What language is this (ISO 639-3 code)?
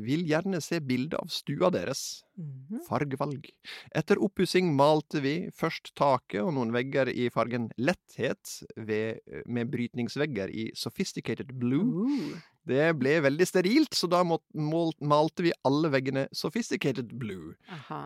nor